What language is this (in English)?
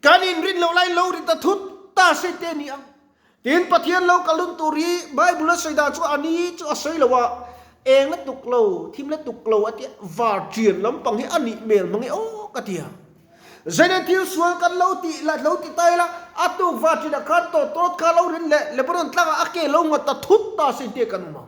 Mizo